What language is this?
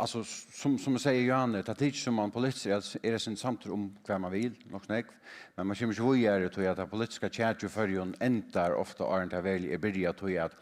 Faroese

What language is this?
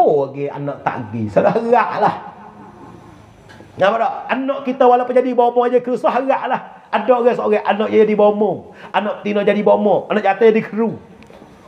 Malay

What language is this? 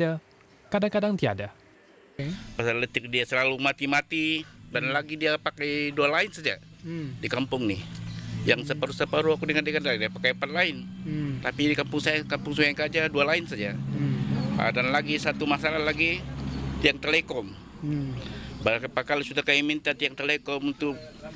Malay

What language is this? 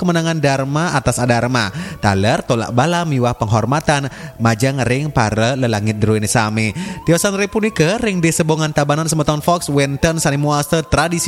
Balinese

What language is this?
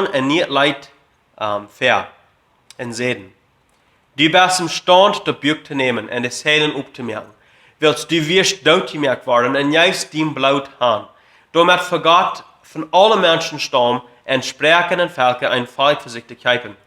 Plautdietsch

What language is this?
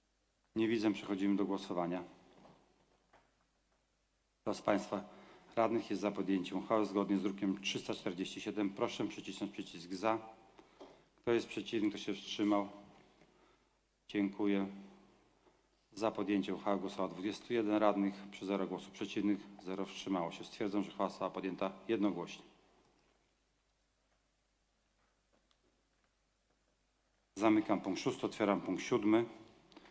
Polish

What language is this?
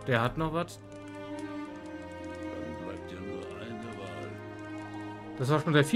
German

